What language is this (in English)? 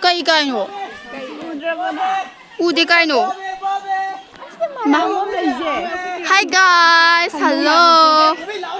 Manipuri